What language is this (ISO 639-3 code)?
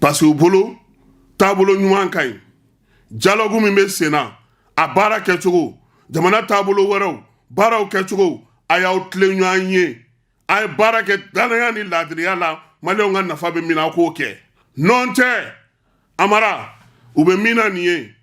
bam